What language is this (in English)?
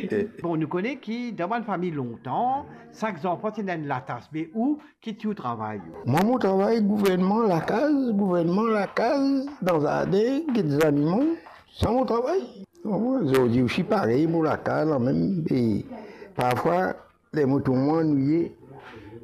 Morisyen